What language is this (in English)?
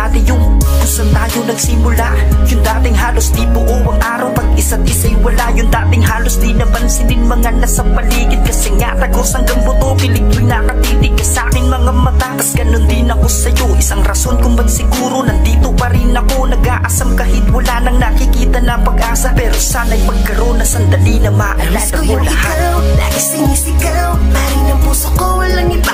Filipino